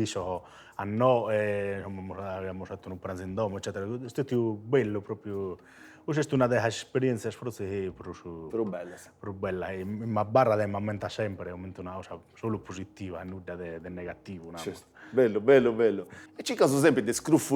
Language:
Sardinian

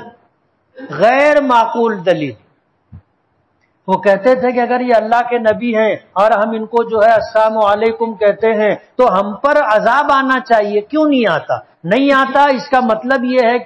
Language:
Urdu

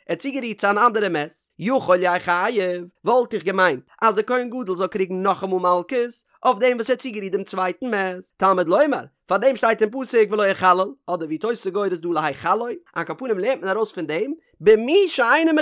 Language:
Yiddish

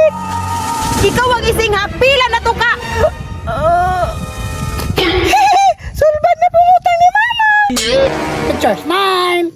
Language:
Cebuano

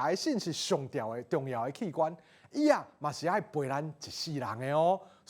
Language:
Min Nan Chinese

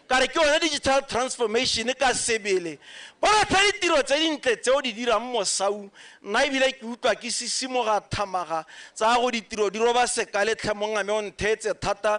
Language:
Tswana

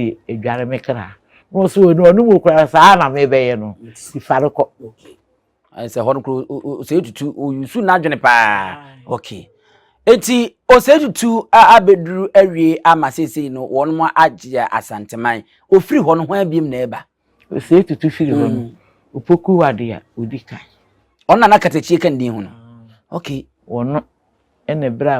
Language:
Akan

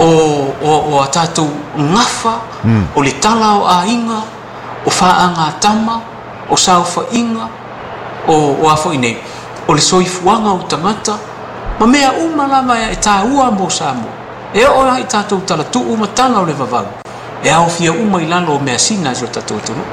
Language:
Samoan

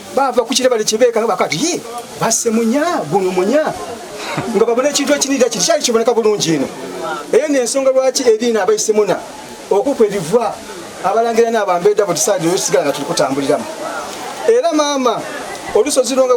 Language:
Soga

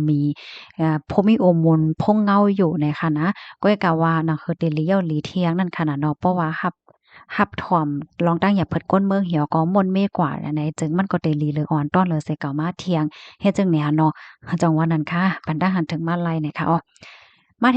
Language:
Shan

